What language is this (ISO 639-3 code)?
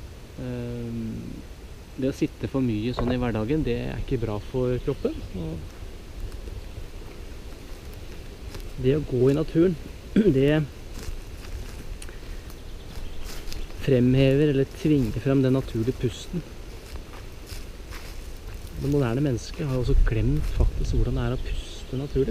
nor